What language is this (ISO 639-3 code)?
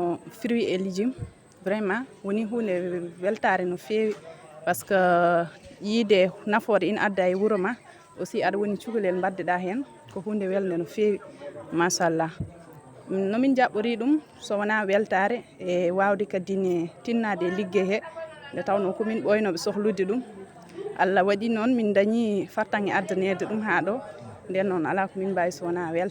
ful